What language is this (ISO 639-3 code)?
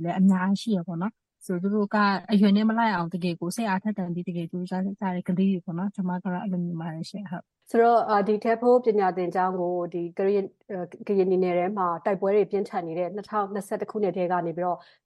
mya